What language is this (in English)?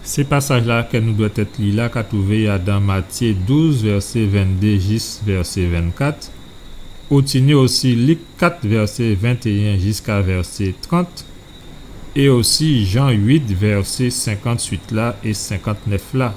Guadeloupean Creole French